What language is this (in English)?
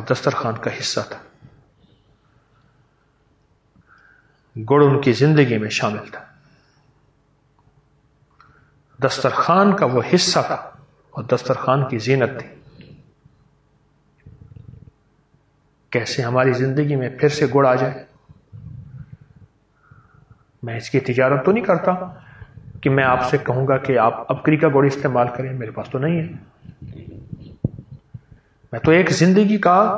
Urdu